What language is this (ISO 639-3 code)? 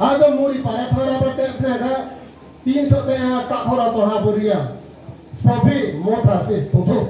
ria